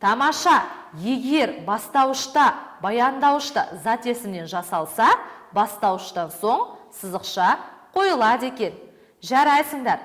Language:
Kazakh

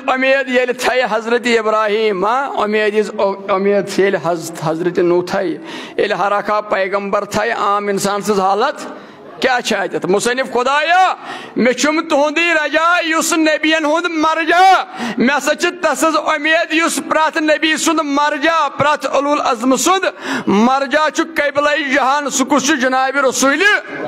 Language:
Kashmiri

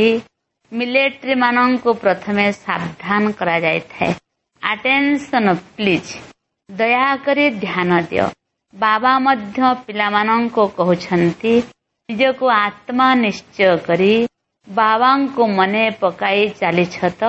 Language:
Odia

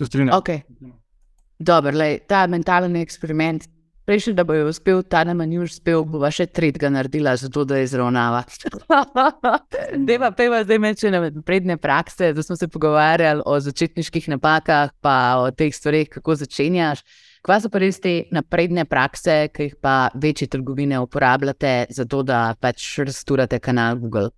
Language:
Slovenian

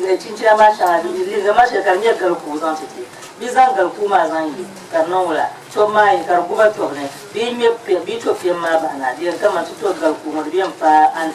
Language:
Dagbani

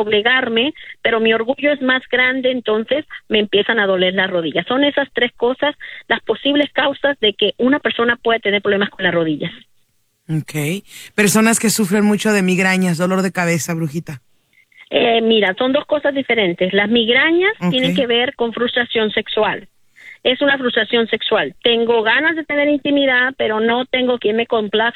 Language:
Spanish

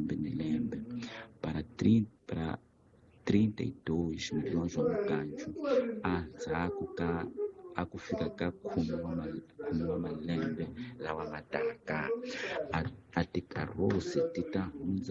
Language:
Tsonga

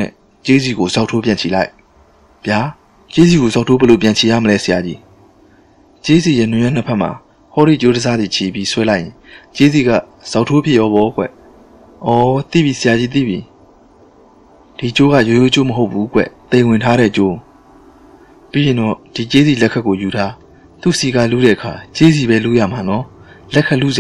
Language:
Burmese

